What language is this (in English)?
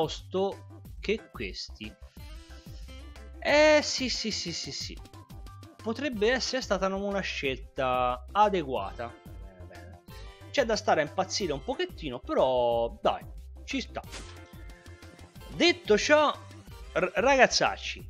Italian